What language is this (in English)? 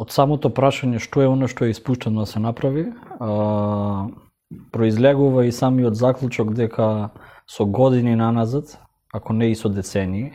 Macedonian